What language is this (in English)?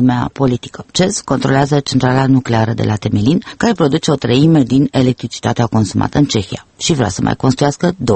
Romanian